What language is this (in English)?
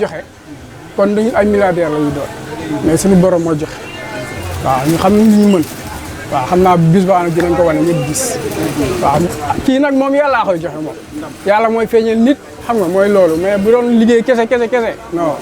Wolof